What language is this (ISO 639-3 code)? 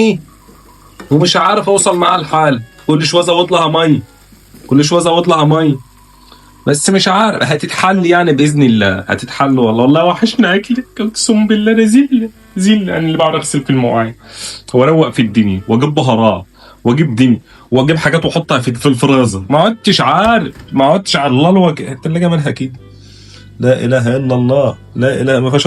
arz